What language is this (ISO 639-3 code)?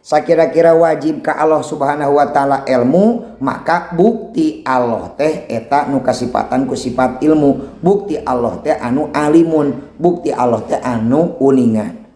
sun